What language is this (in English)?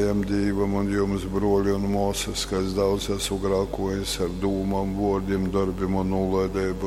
Latgalian